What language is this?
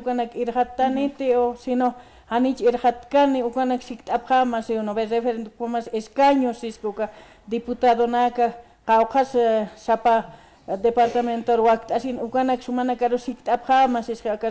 Aymara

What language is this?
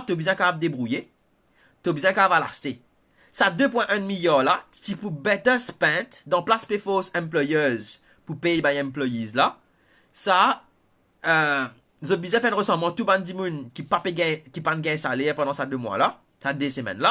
Morisyen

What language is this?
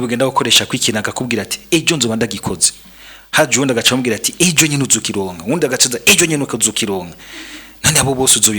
Rundi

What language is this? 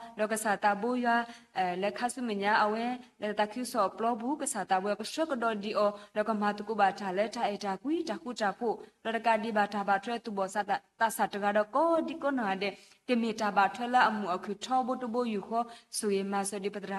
S'gaw Karen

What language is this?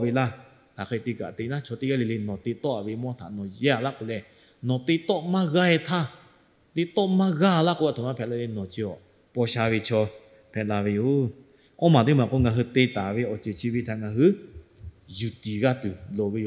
Lahu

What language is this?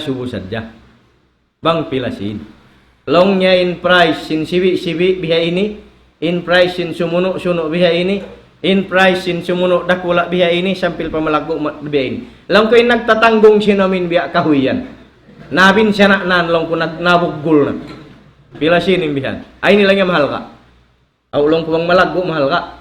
Tausug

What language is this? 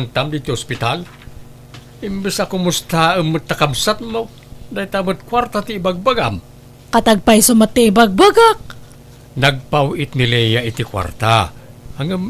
Iloko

